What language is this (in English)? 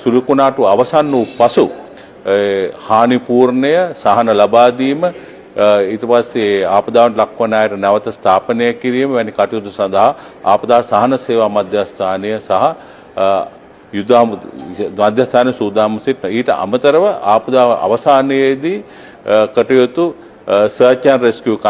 Sinhala